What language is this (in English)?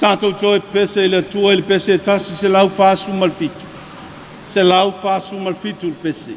Samoan